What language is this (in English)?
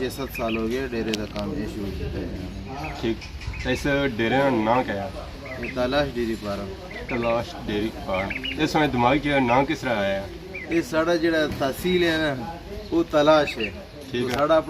Pahari-Potwari